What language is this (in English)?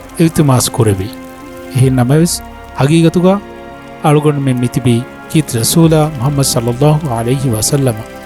Divehi